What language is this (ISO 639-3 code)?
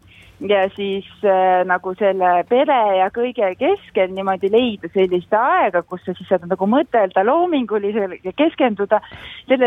est